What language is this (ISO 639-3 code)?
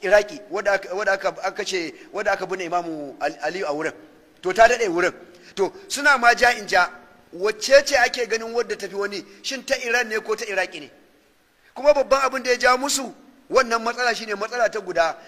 hau